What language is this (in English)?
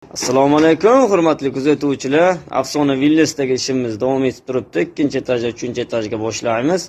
Uzbek